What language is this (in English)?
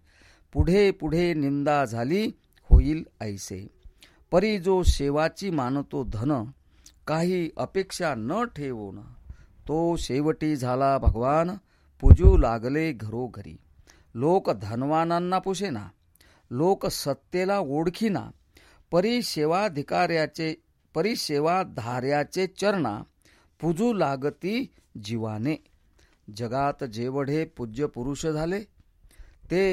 Marathi